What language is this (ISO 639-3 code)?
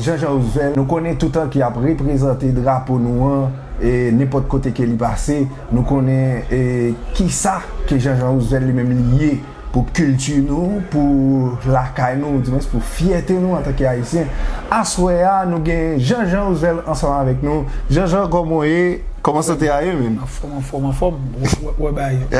hat